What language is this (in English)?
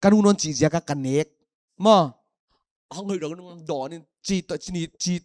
Paite Chin